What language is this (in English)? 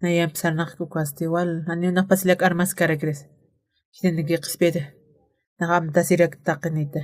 Aymara